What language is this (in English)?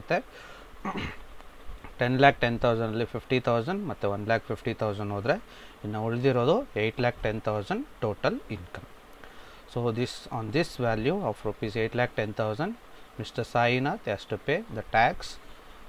Kannada